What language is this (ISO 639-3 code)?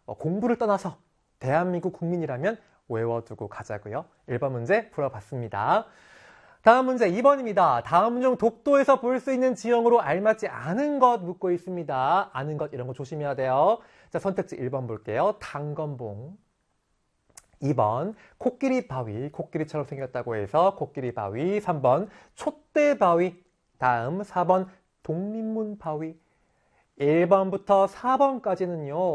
kor